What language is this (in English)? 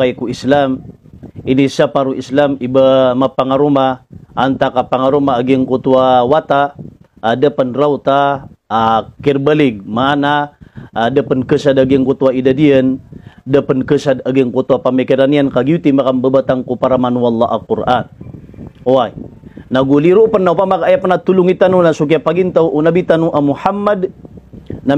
Maranao